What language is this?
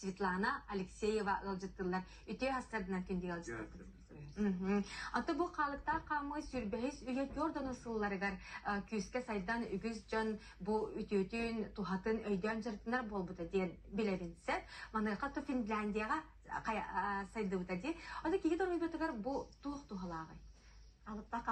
Yakut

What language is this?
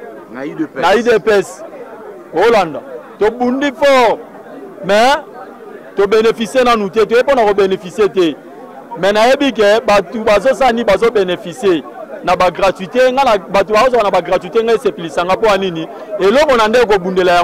Lingala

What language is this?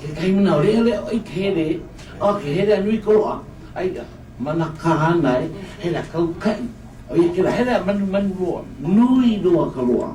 Hawaiian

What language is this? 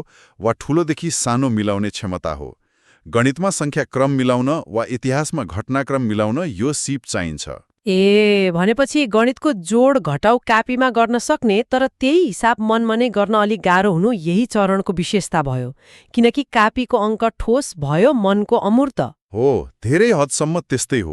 Nepali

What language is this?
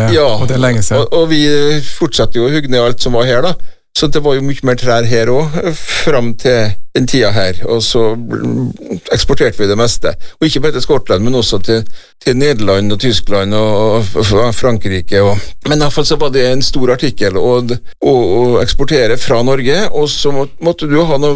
Norwegian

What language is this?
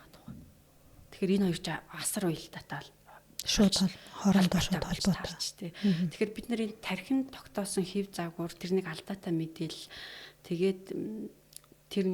Mongolian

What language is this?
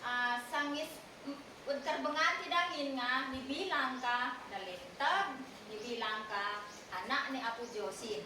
Isnag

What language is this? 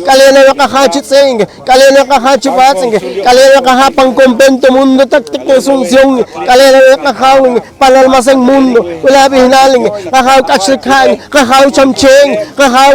Poqomchi'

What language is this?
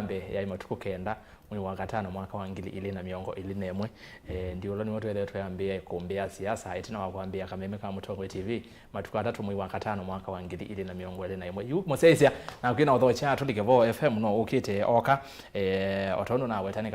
Kamba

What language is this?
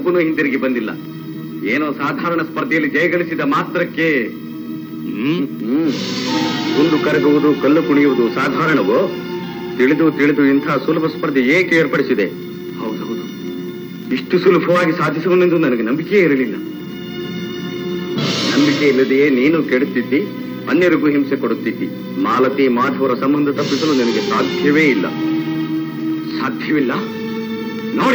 Kannada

